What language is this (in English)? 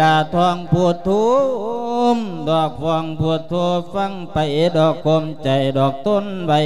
Lao